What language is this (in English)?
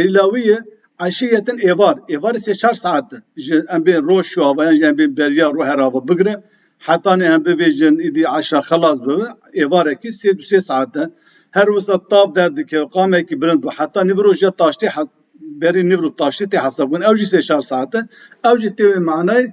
Kurdish